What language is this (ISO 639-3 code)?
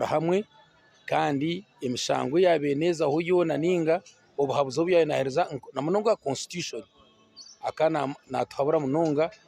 nyn